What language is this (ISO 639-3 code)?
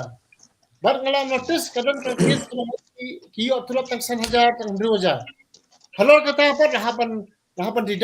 kha